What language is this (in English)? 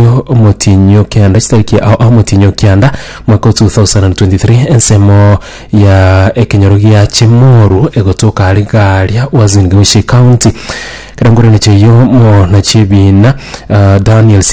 Gusii